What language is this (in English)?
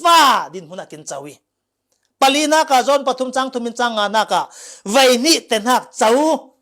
Falam Chin